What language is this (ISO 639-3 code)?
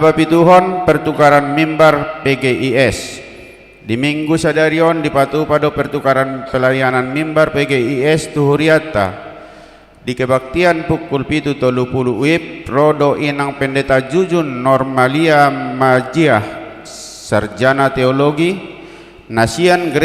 bbc